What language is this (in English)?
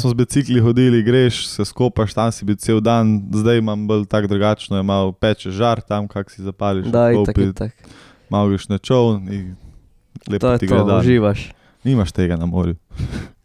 Slovenian